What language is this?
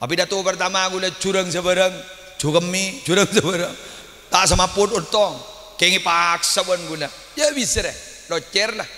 Madurese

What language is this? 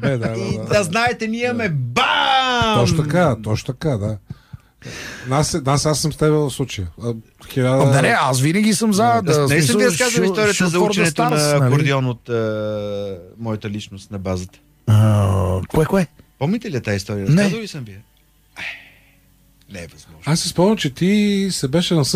Bulgarian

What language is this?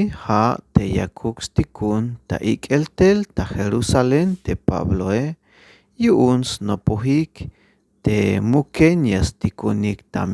Tzeltal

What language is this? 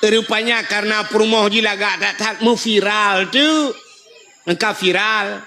Achinese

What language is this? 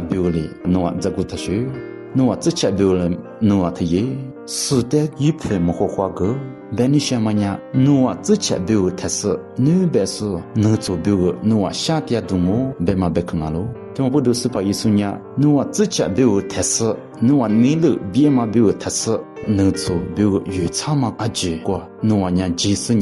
Lisu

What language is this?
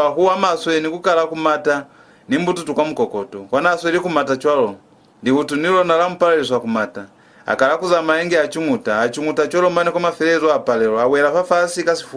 Lozi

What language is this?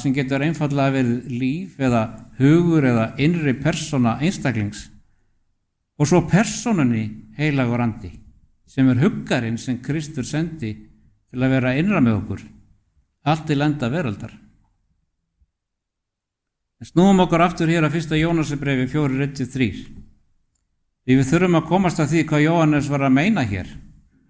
Icelandic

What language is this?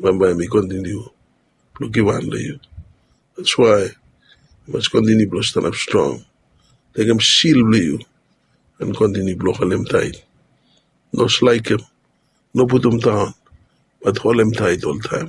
Bislama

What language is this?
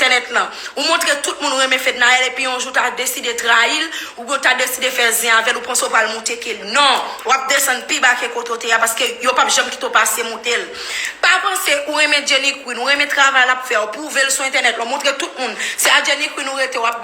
Haitian Creole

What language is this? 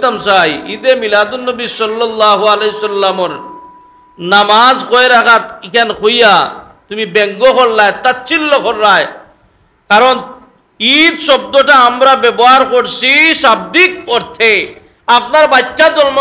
Sylheti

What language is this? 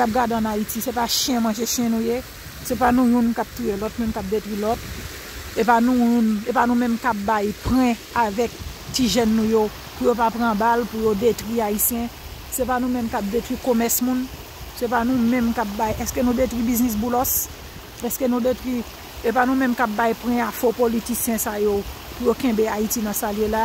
Haitian Creole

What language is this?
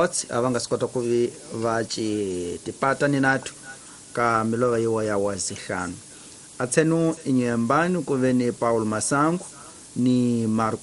Tsonga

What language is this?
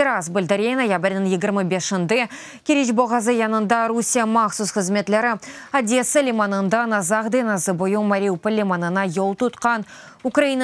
Crimean Tatar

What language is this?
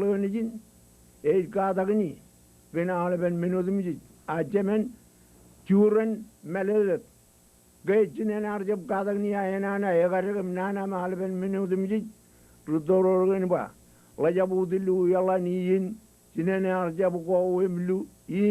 Marshallese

